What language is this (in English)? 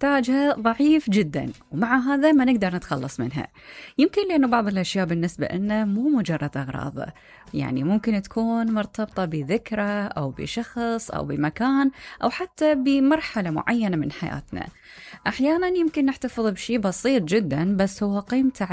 Mesopotamian Arabic